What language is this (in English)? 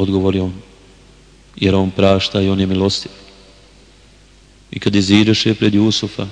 Bosnian